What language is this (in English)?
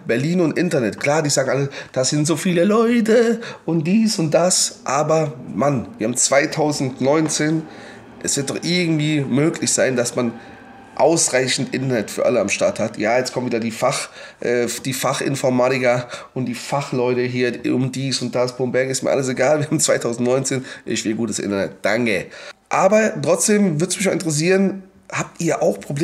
German